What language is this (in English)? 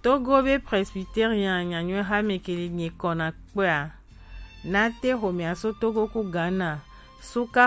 Gen